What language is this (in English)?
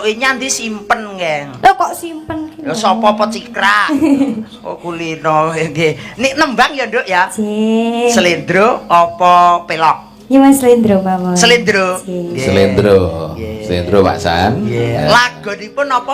Javanese